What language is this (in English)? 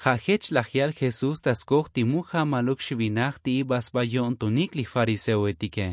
Tzotzil